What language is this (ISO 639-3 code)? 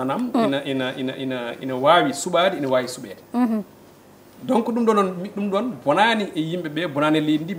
ful